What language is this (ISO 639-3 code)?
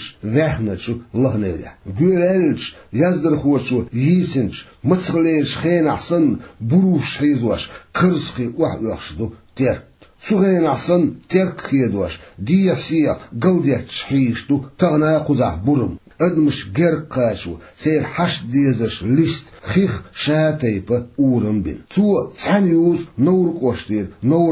che